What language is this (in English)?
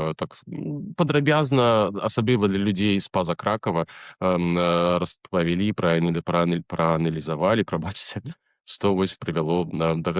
Belarusian